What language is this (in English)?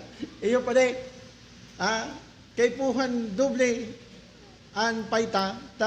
Bikol